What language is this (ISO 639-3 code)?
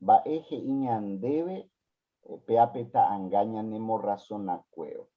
grn